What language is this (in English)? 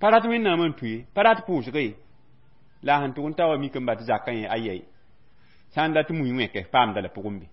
Mossi